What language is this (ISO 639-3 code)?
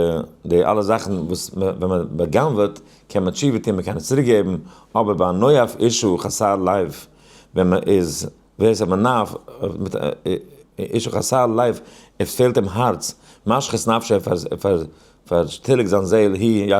yid